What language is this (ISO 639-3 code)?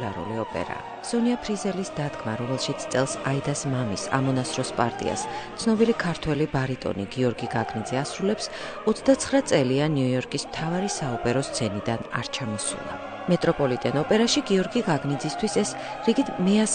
kat